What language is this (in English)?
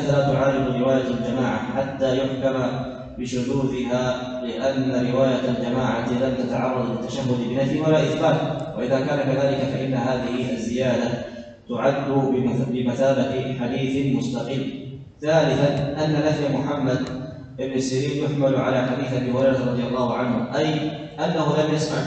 Arabic